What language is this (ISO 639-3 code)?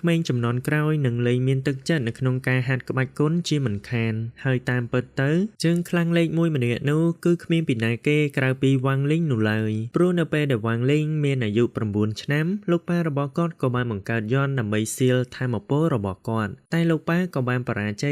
khm